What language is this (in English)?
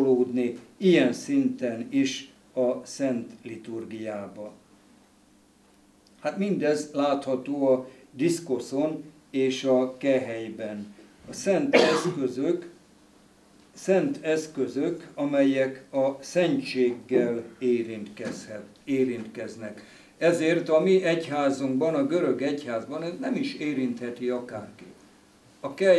Hungarian